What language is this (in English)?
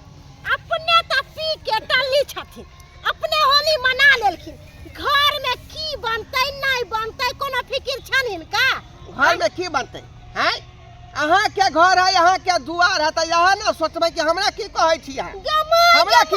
Maithili